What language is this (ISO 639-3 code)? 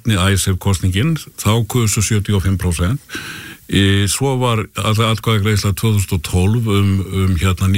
isl